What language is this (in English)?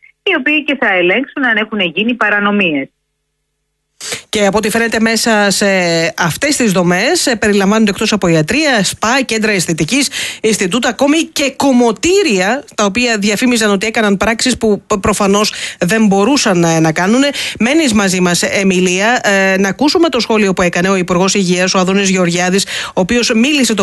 Greek